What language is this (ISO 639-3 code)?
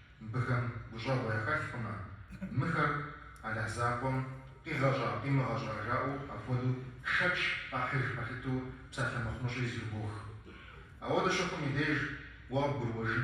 kbd